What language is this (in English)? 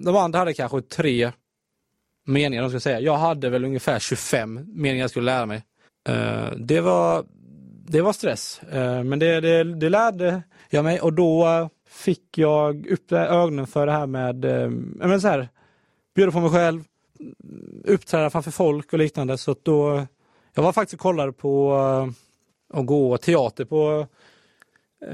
Swedish